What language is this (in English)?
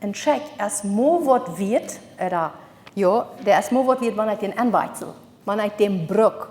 Plautdietsch